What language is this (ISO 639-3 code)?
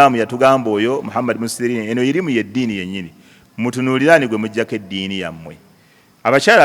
lug